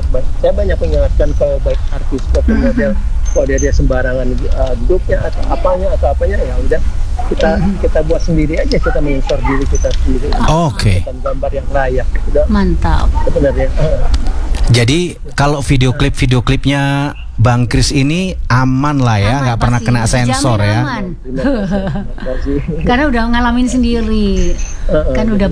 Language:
Indonesian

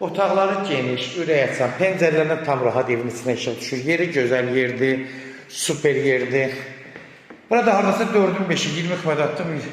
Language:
Azerbaijani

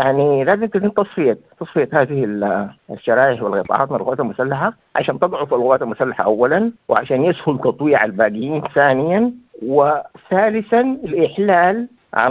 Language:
Sudanese Arabic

